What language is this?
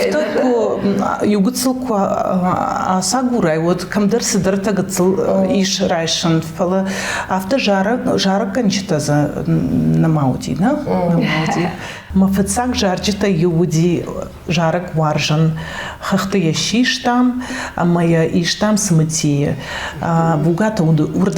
Ossetic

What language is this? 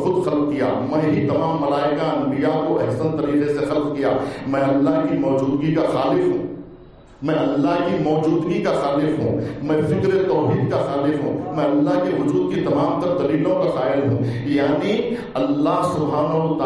Urdu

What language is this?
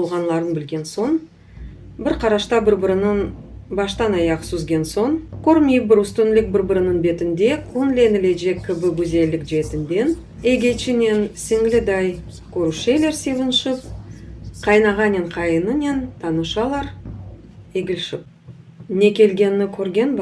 Crimean Tatar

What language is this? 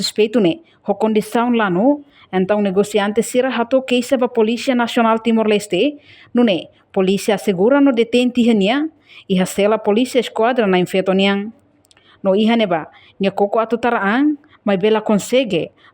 Tetum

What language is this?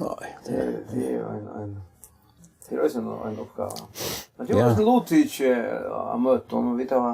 Faroese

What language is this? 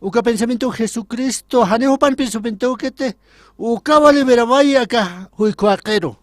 Aymara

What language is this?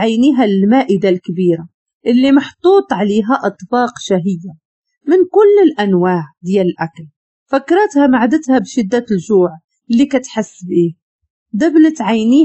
Moroccan Arabic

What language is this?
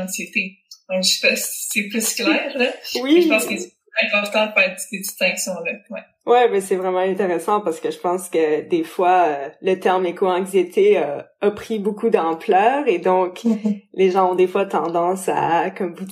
French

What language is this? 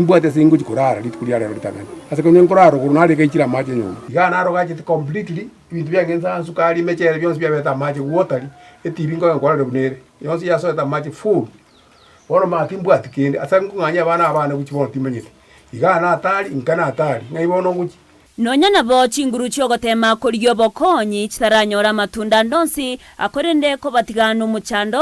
Gusii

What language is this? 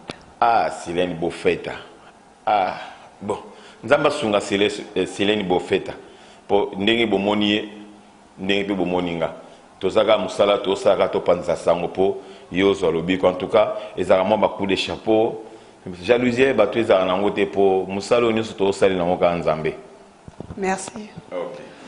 Lingala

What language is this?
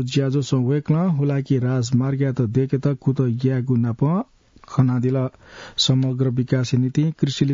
Newari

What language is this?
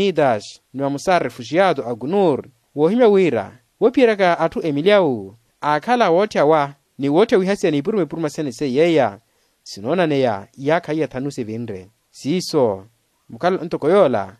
Makhuwa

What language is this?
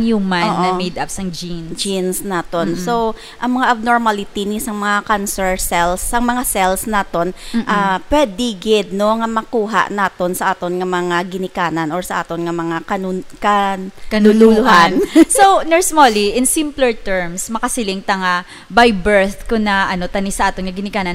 Hiligaynon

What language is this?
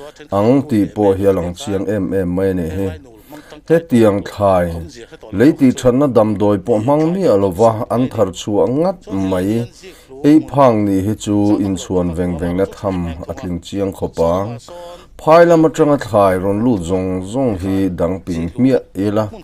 Mizo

